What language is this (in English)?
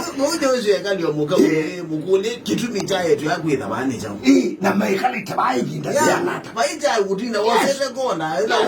Kamba